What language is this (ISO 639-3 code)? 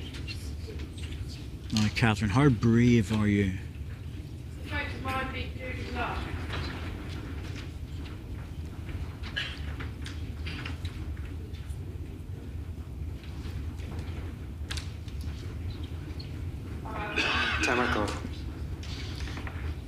eng